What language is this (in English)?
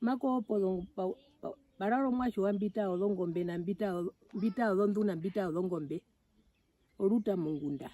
Herero